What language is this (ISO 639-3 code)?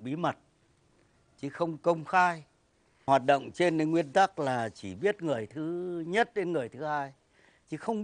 vie